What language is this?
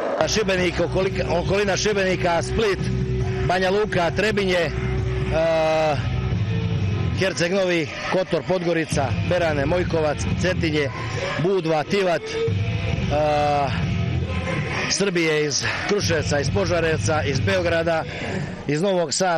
Serbian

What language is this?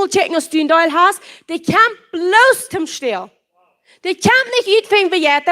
Plautdietsch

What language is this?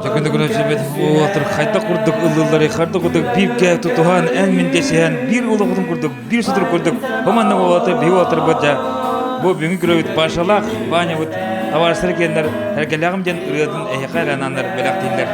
Yakut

